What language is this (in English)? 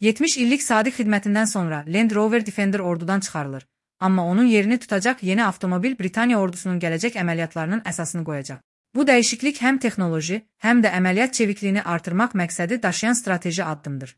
Azerbaijani